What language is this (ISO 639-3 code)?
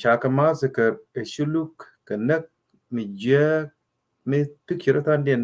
nus